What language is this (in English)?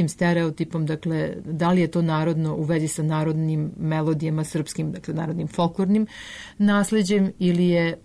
Serbian